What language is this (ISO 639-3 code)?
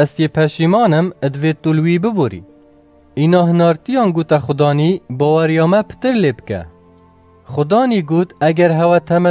kur